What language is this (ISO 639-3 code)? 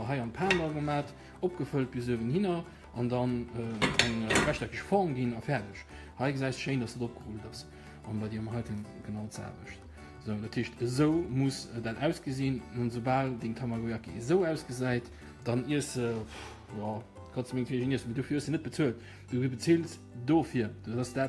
ltz